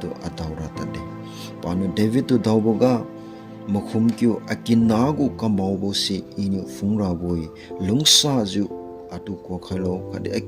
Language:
Liangmai Naga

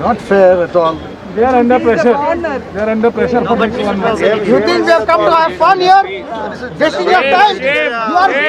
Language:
Konkani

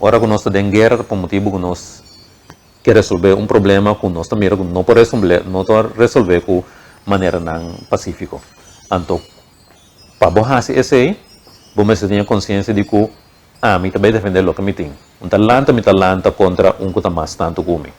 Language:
Papiamento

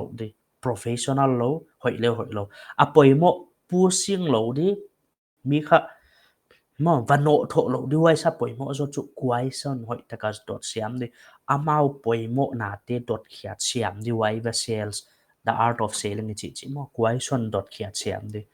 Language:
Paite Chin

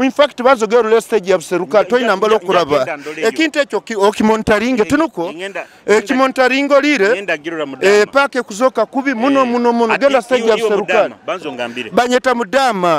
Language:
Nyoro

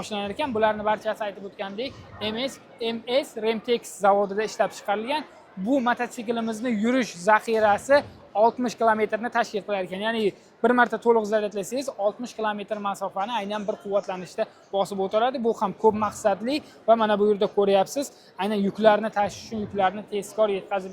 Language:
Uzbek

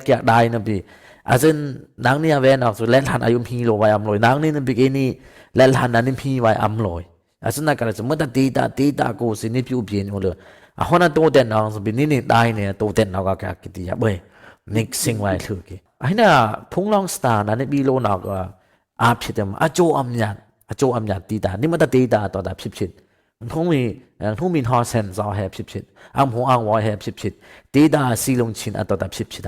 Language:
Dimasa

